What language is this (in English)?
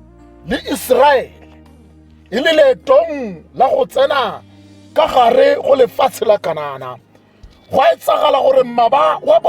Tswana